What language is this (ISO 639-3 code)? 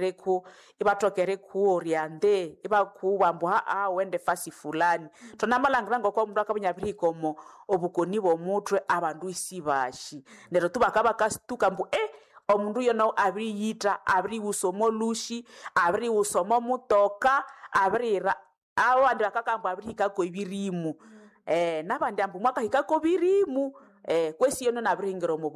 nnb